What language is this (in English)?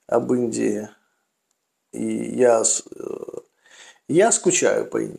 Russian